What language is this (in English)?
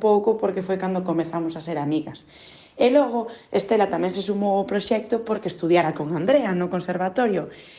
Galician